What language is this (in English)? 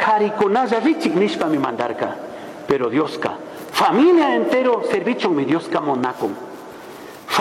Chimborazo Highland Quichua